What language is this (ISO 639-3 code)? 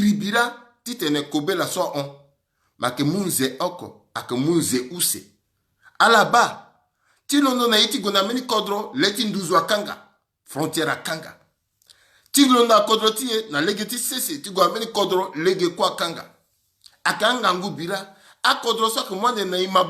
sag